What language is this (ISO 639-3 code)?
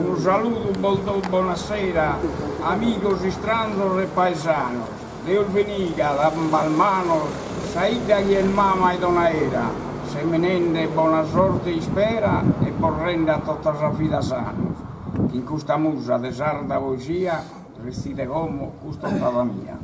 srd